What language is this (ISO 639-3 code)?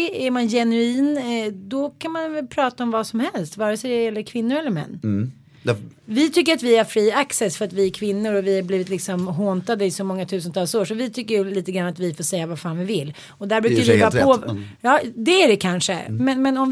swe